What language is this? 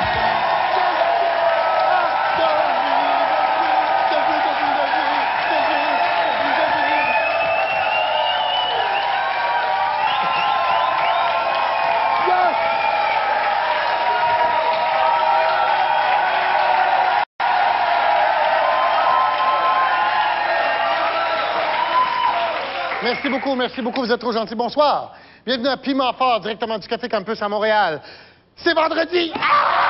French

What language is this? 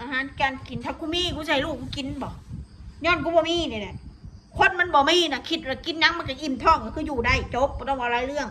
Northeastern Thai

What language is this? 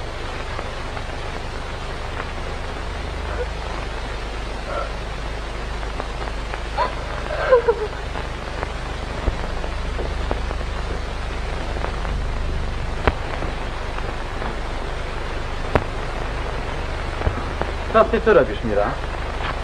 Polish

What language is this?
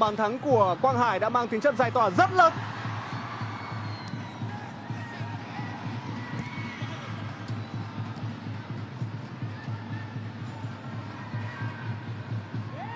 Vietnamese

